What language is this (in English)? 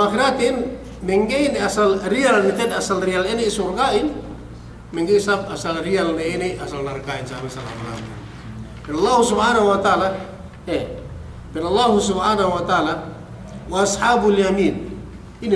Yakan